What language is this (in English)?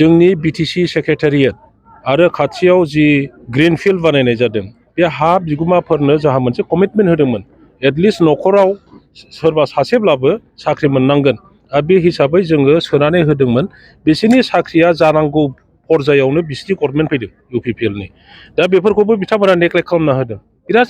Bodo